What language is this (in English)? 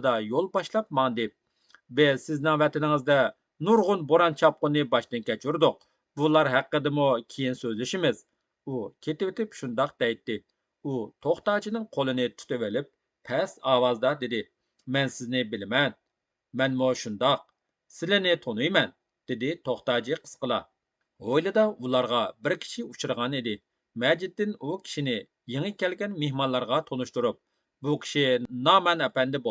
Uyghur